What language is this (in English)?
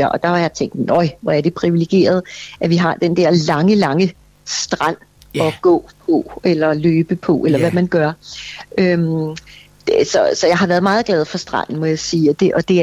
Danish